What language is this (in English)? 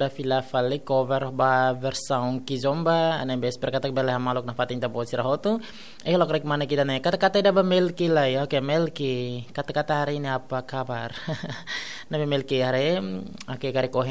Tetum